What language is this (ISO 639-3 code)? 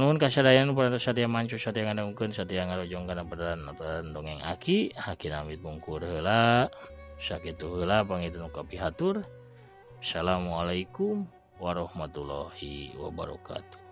sun